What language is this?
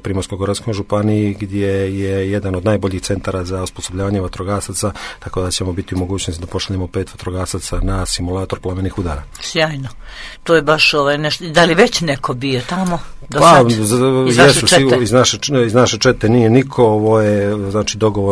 Croatian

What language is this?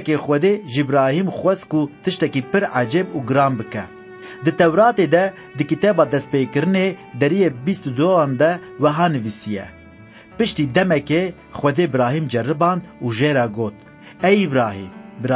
Kurdish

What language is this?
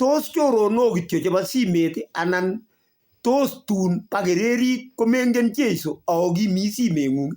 Kalenjin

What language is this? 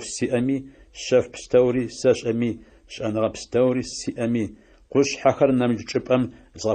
Adyghe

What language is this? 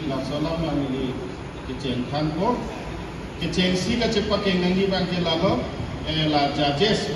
Karbi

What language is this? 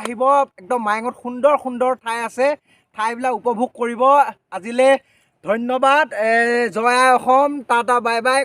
Assamese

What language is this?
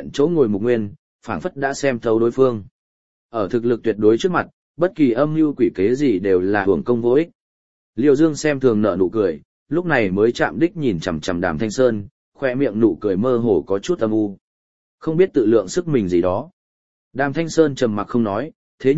Vietnamese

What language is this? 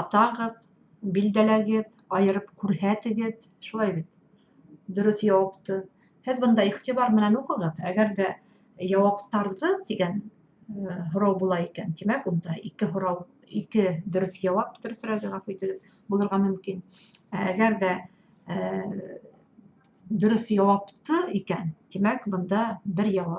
Bashkir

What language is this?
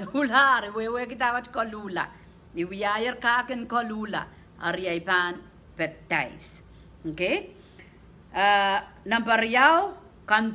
Pohnpeian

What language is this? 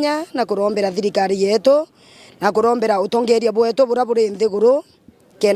Meru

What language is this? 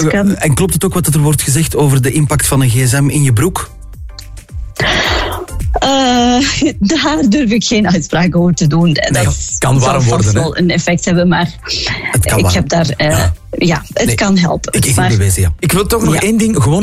Dutch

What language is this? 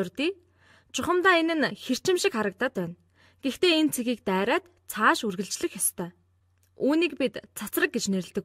Mongolian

